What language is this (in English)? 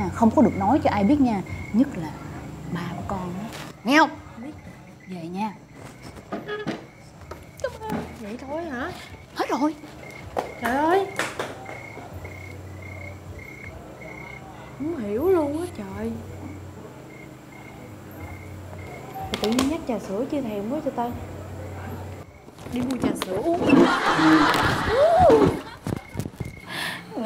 Vietnamese